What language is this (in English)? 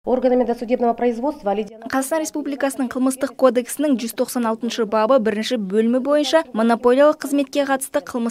Kazakh